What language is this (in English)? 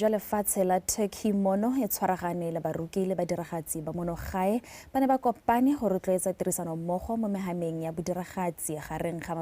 Tswana